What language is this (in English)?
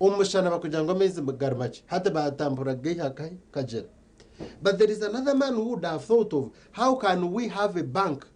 Nyankole